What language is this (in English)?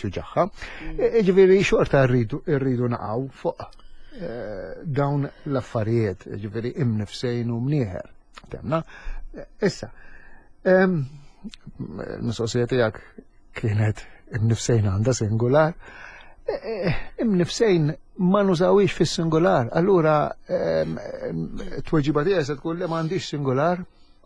Maltese